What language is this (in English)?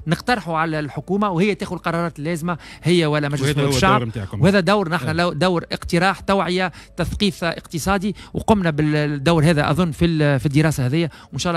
Tunisian Arabic